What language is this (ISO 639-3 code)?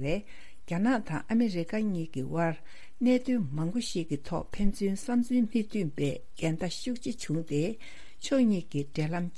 bod